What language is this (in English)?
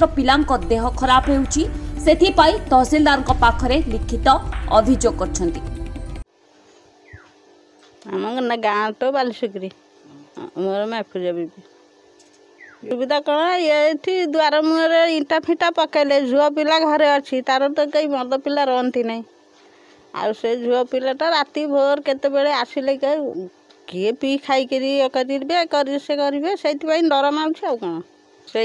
Odia